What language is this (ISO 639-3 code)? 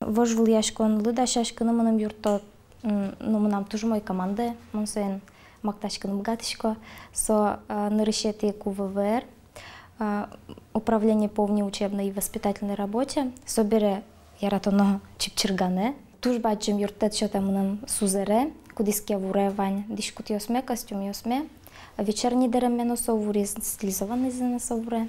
udm